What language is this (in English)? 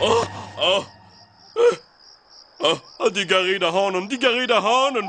Breton